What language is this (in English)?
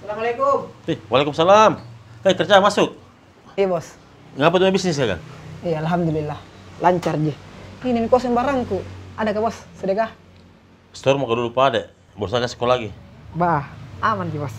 Makassar Malay